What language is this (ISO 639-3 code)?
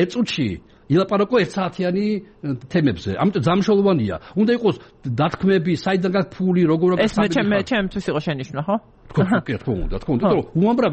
kat